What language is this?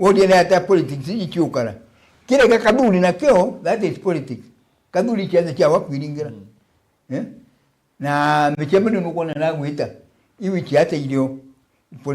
Meru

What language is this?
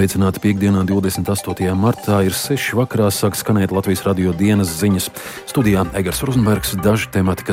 Latvian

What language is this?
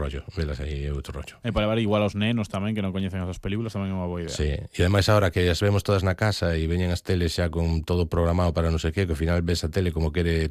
Galician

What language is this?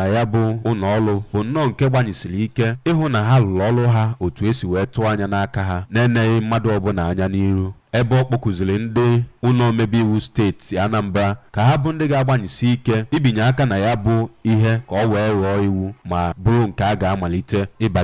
Igbo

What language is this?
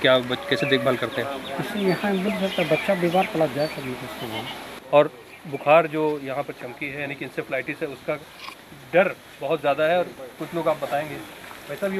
Hindi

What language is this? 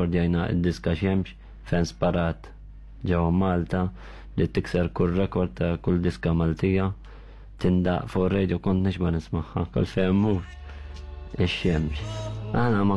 Maltese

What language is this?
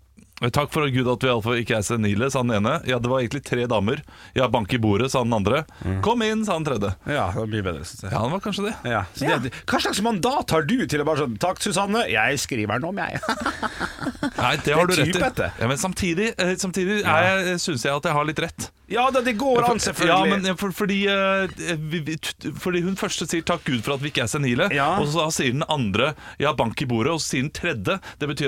Norwegian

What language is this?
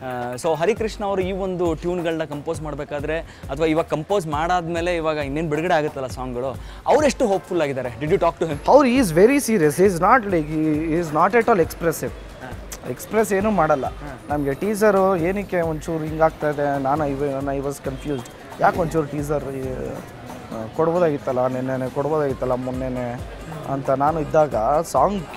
Kannada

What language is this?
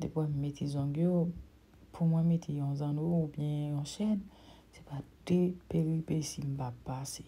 Haitian Creole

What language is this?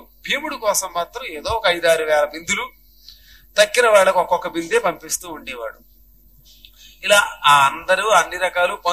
Telugu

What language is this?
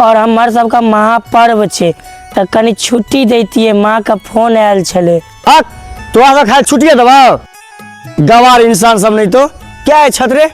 Maithili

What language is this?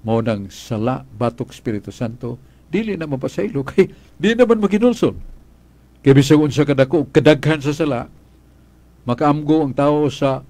Cebuano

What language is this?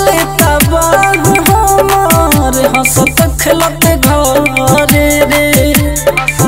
Bhojpuri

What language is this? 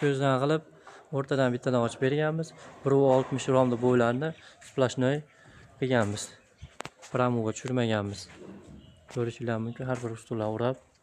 Uzbek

